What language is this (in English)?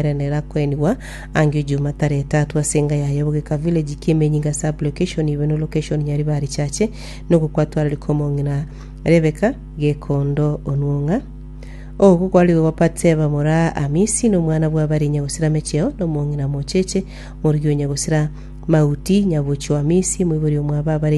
Gusii